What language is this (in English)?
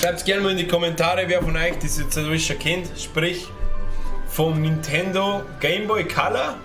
Bavarian